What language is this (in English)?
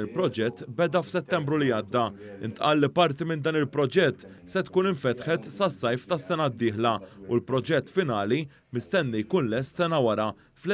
Maltese